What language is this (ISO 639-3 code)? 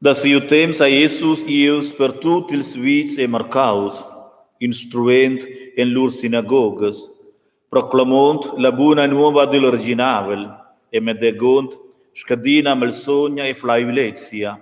roh